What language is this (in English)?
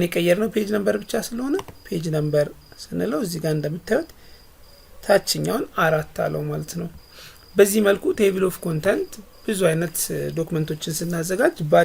Amharic